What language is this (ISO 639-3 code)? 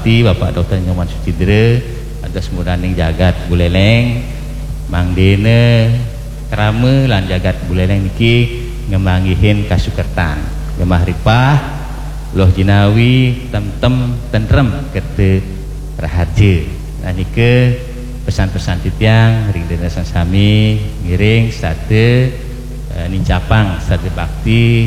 ban